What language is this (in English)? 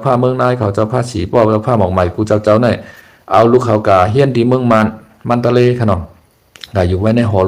Shan